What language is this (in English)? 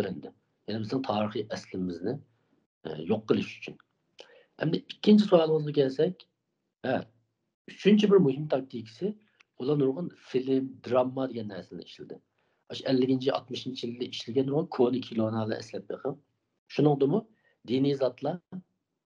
Uyghur